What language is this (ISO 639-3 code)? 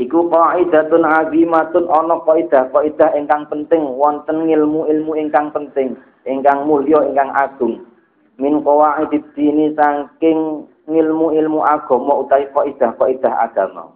jav